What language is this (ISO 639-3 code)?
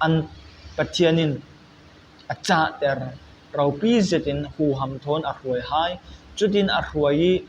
cfm